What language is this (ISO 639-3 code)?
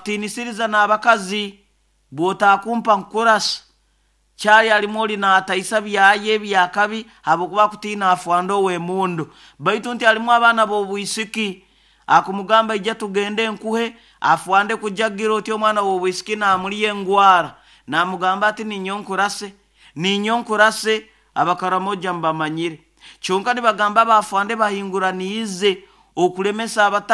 nyo